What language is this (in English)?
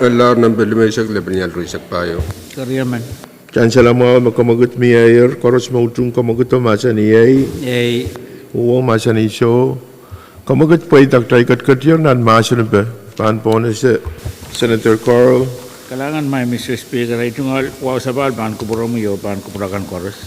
Pohnpeian